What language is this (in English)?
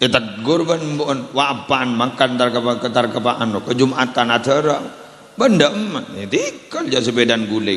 Madurese